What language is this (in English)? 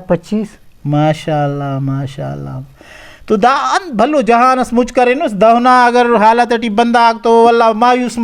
Brahui